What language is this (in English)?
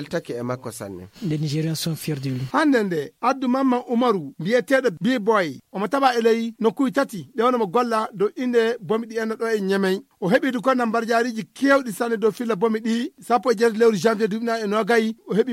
Fula